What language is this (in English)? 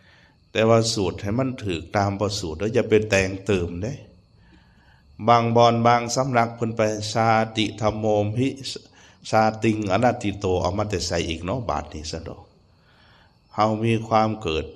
Lao